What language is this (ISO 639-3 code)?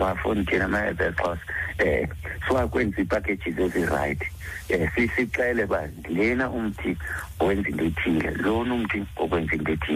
xho